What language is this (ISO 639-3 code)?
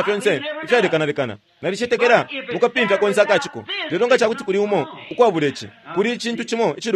bem